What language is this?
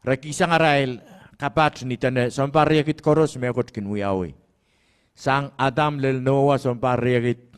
Pohnpeian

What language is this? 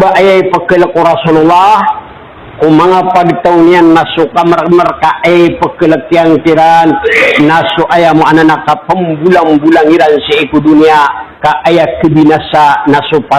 Maranao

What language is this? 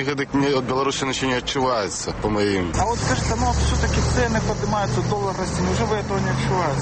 Belarusian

